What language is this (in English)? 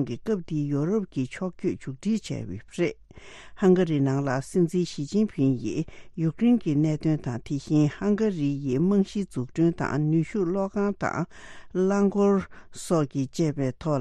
Tibetan